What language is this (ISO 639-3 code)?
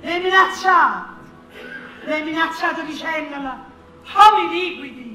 nap